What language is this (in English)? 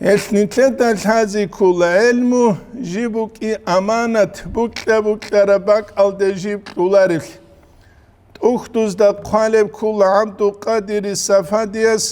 Avaric